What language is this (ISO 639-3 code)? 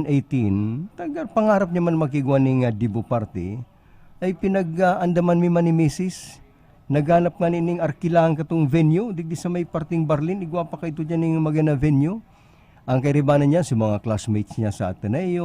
bik